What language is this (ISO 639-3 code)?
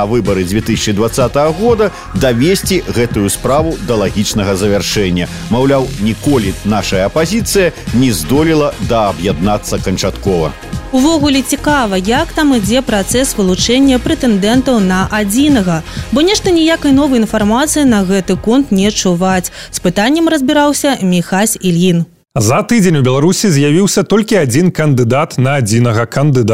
bel